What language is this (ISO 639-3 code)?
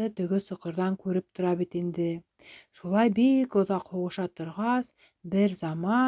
bak